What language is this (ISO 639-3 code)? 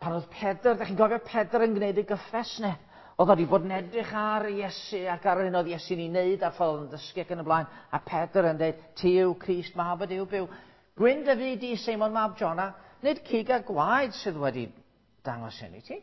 cym